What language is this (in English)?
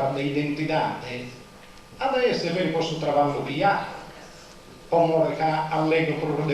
Sardinian